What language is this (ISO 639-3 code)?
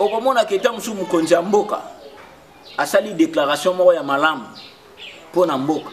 lin